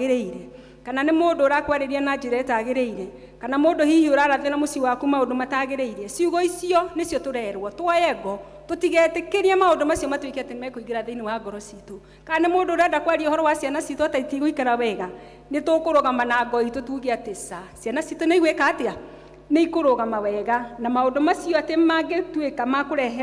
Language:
Kikuyu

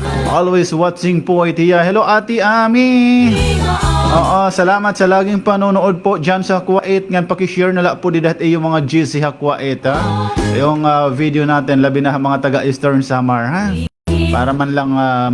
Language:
Waray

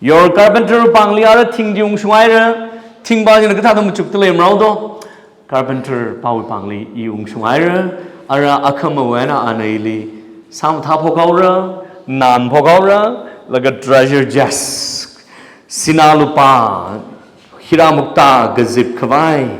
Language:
Tangkhul Naga (India)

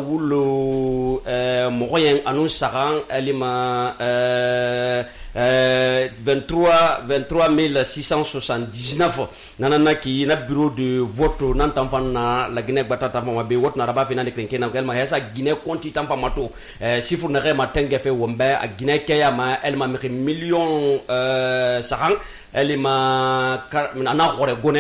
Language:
Susu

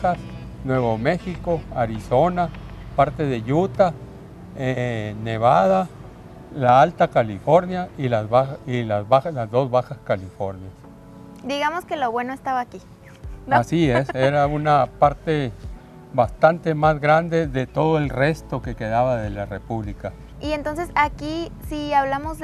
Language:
Spanish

